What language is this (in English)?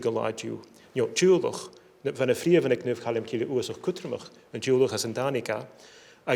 Scottish Gaelic